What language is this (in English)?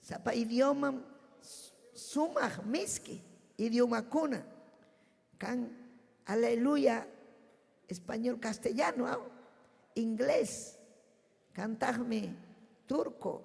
Ayacucho Quechua